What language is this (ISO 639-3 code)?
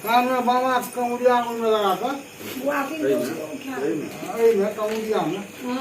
mai